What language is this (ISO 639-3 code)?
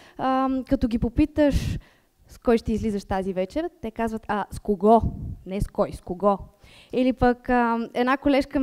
bul